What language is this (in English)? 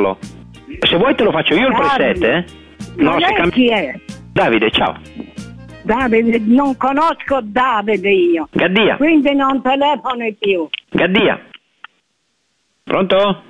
Italian